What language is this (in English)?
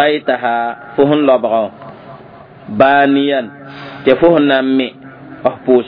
Mossi